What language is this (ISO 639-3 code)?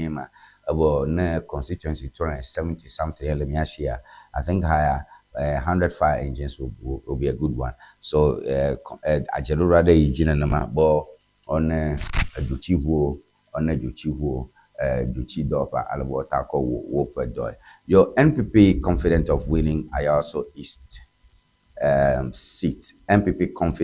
ewe